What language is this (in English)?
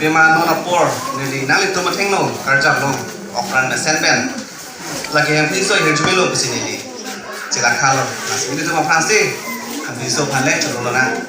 Karbi